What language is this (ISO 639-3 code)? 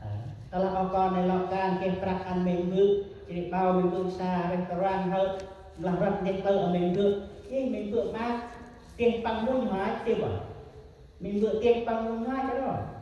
cmo